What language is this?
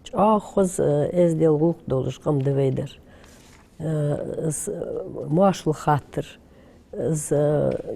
Ingush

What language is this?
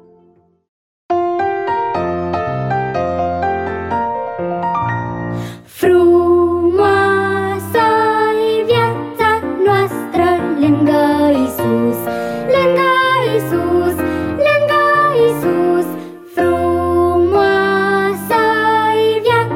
Romanian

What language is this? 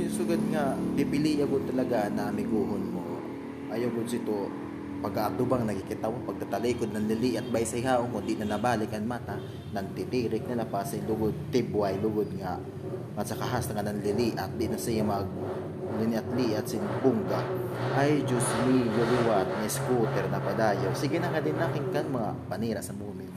Waray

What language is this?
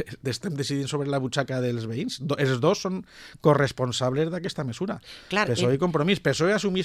Catalan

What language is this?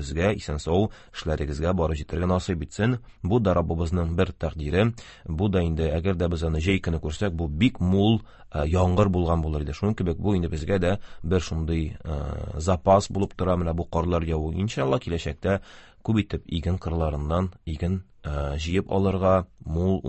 Tatar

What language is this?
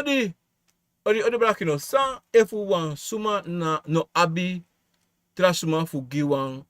Sranan Tongo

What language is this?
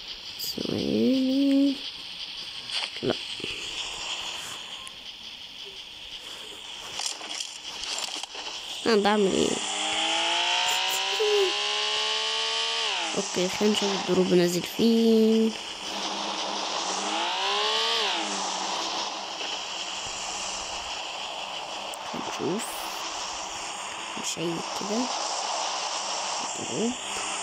Egyptian Arabic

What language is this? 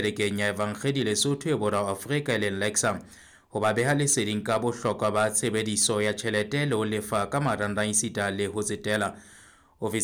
Southern Sotho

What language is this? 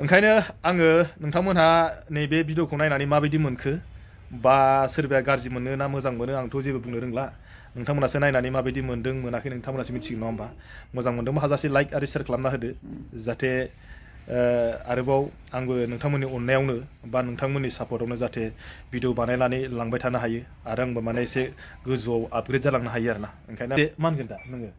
Bodo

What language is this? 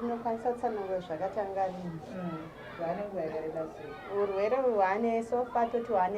Shona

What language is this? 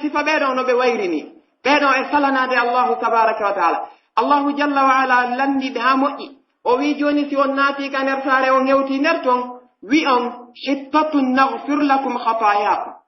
Pular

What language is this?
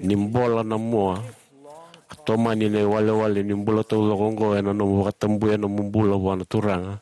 Fijian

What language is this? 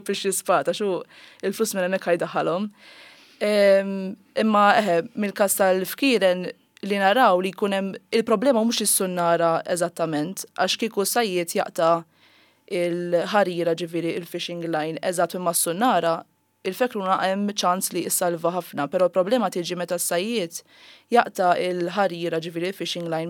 Maltese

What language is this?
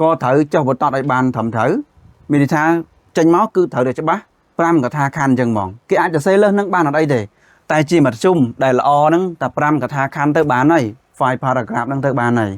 Khmer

